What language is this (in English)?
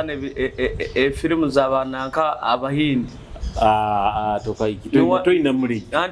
Nyoro